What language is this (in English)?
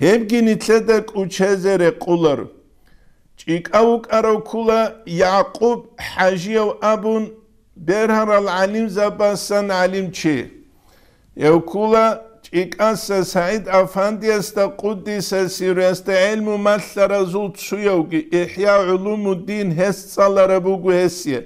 Avaric